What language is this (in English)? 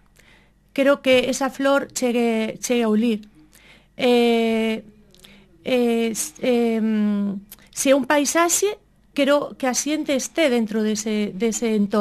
Galician